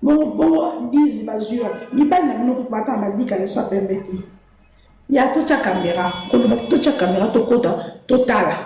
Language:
Lingala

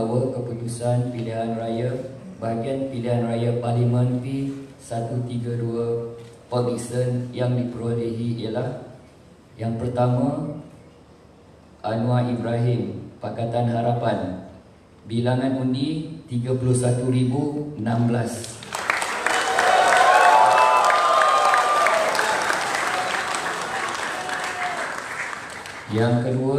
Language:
Malay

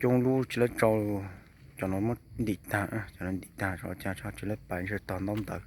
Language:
Hmong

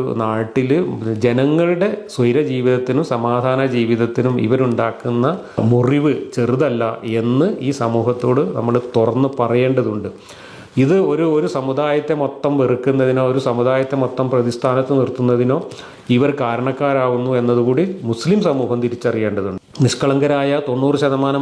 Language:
Malayalam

